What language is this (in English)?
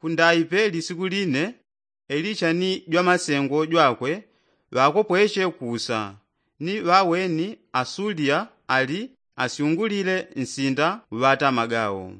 Yao